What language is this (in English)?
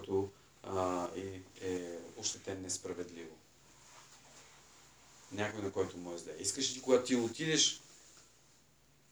Bulgarian